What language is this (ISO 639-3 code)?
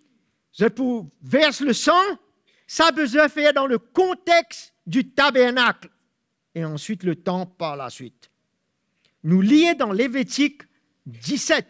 mfe